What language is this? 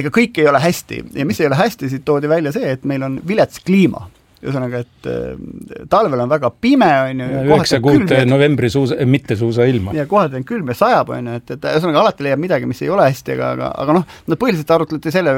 Estonian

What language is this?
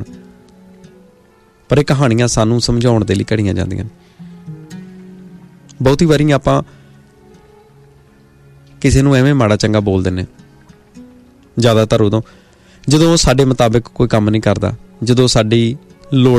Punjabi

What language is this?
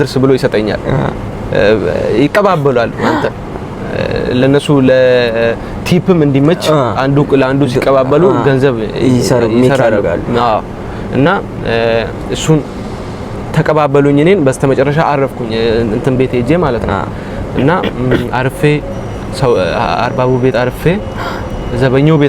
Amharic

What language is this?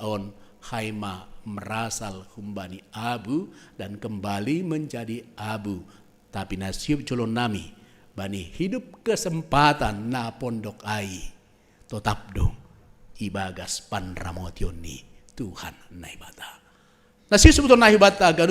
Batak Simalungun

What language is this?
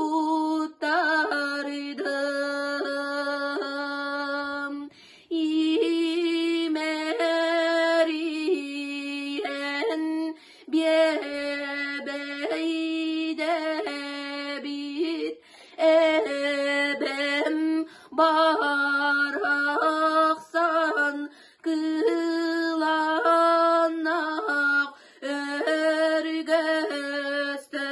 Yakut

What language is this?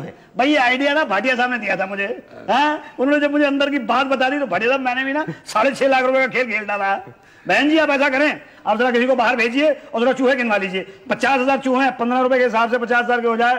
Hindi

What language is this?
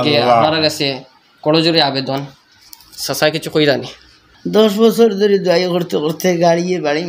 Sylheti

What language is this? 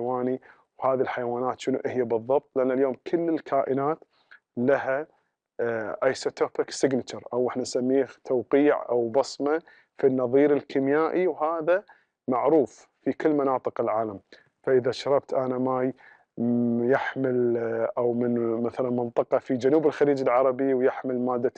Gulf Arabic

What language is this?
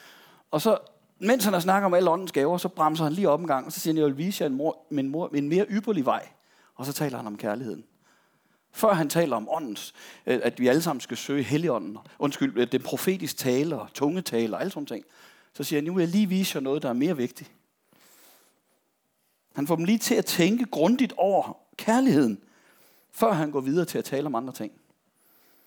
Danish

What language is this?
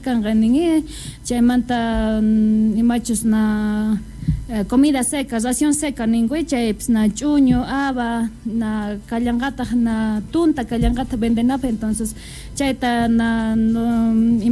South Bolivian Quechua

